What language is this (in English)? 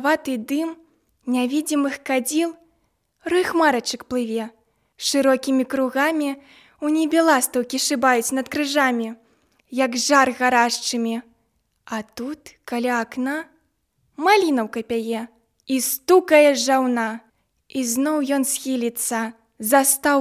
Belarusian